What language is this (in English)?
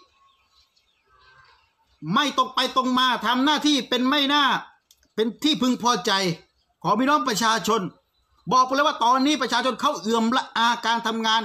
Thai